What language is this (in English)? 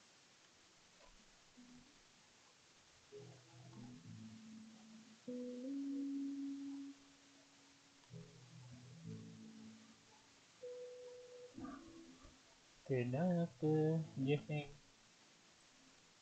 Malay